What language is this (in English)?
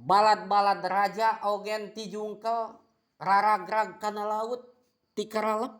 Sundanese